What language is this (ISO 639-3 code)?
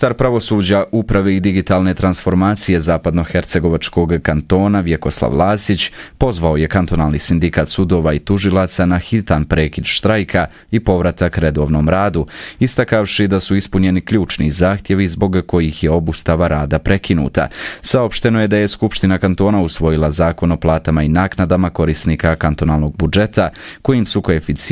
bos